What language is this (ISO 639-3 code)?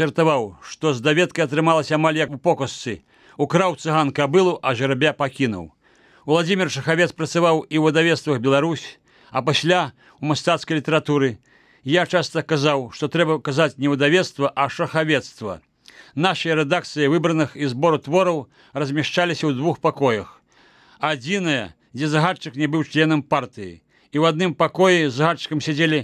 bel